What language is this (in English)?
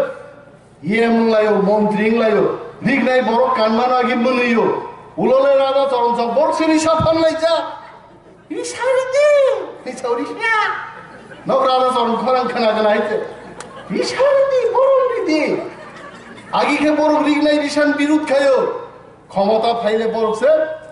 Kok Borok